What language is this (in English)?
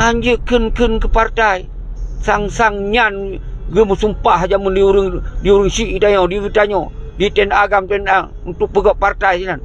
Achinese